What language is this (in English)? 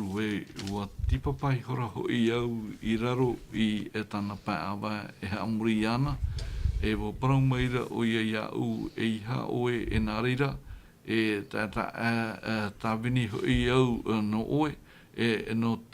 Tahitian